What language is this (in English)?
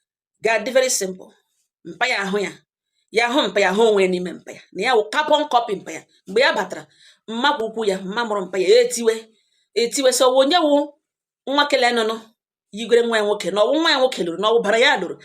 Igbo